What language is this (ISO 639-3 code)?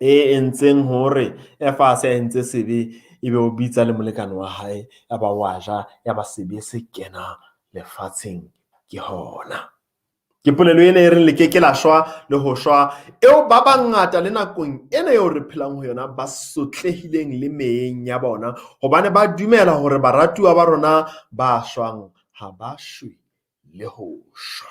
sot